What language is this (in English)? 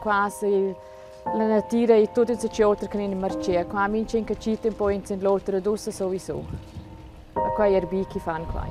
Romansh